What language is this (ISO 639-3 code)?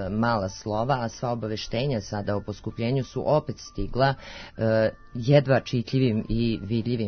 srp